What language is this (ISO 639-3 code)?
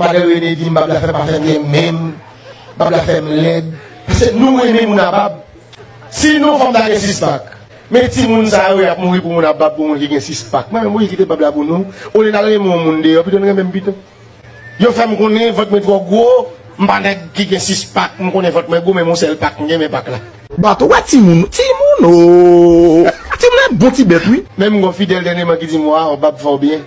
hat